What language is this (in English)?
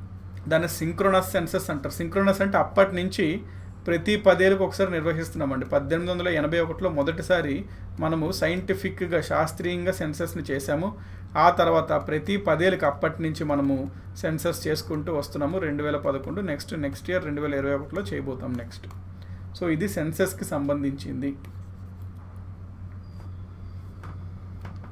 Telugu